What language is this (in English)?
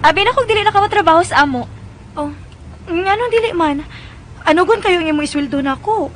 Cebuano